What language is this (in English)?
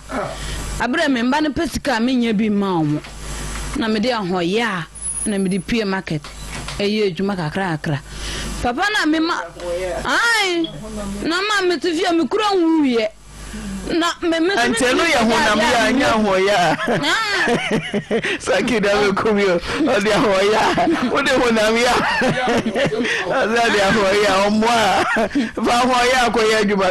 Akan